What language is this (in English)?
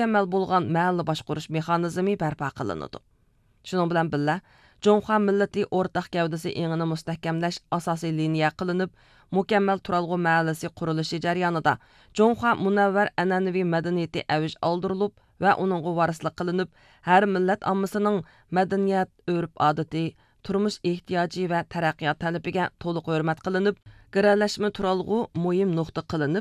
Uyghur